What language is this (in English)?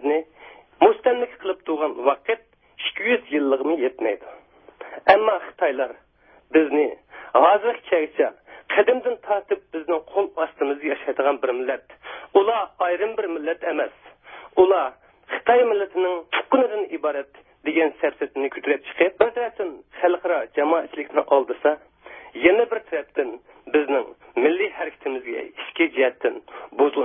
Uyghur